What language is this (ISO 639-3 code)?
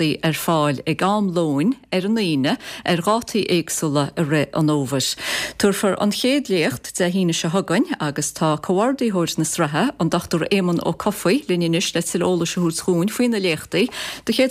gle